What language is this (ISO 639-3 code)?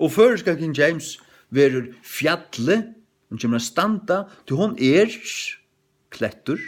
fao